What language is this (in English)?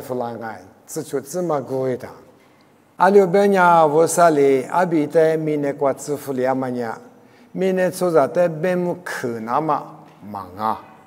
Lisu